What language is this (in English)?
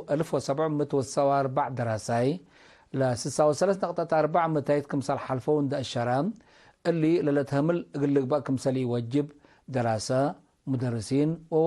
Tigre